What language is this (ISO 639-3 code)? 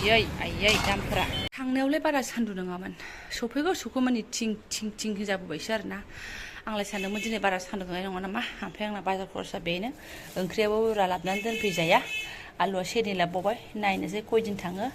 brx